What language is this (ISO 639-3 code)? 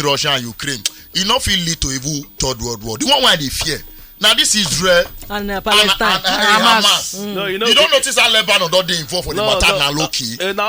pcm